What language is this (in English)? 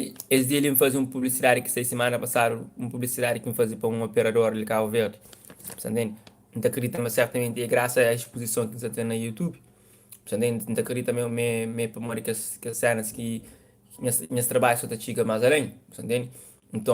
Kabuverdianu